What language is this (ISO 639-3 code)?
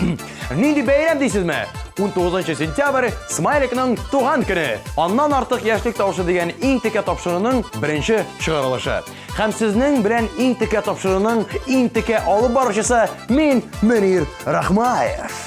tat